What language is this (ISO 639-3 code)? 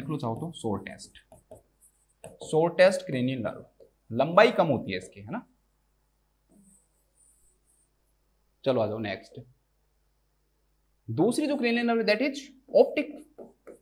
hin